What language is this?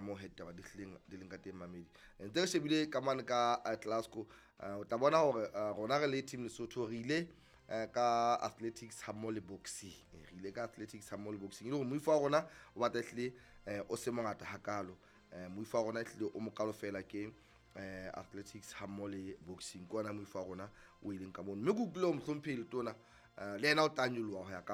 Southern Sotho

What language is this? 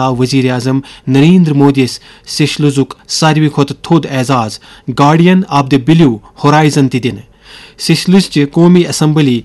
Kashmiri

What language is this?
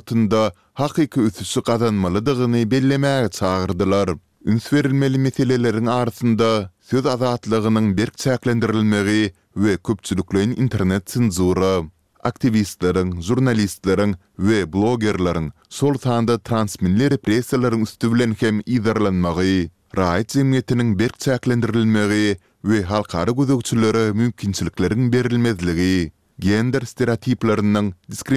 Turkmen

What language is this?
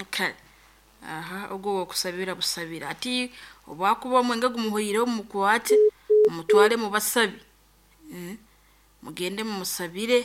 Nyankole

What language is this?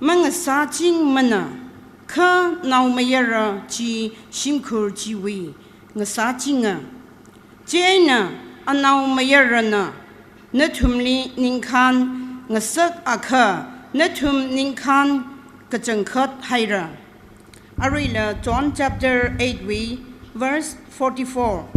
Tangkhul Naga (India)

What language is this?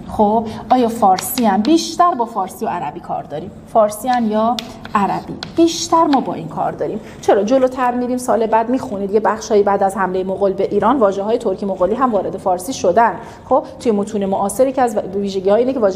Persian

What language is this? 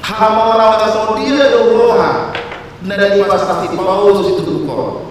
Batak Toba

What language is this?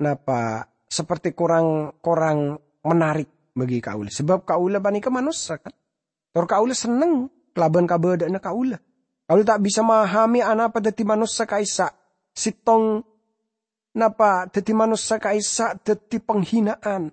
Madurese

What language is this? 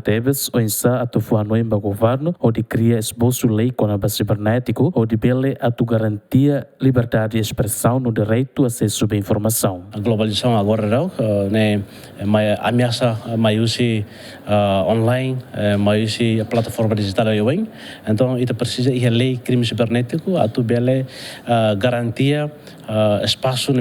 Tetum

